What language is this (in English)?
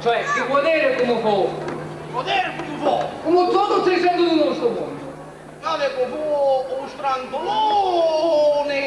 Sicilian